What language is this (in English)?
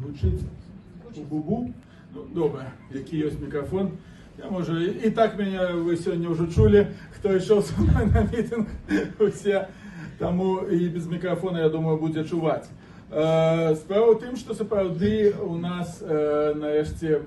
Belarusian